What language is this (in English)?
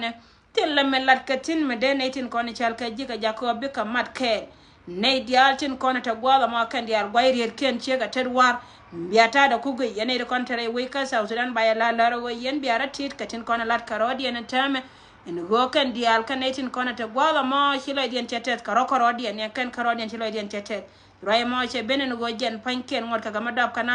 Nuer